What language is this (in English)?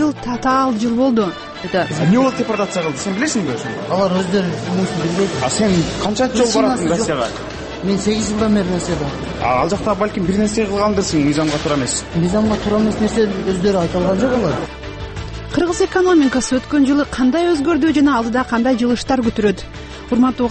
Kyrgyz